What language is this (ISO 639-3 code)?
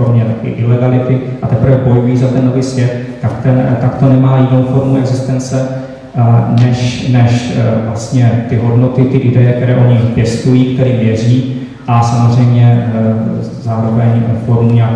ces